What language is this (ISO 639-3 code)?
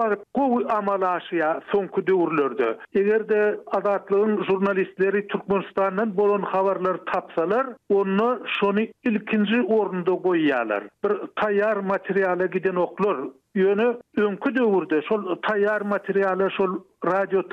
tuk